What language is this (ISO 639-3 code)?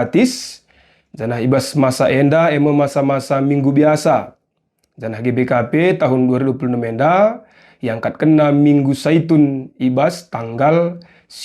btx